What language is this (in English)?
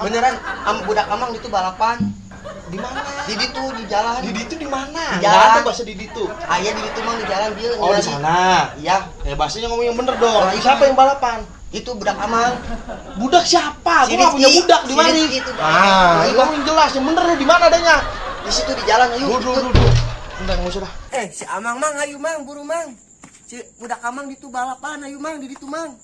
Betawi